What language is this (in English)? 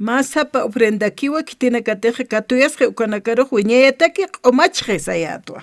Aymara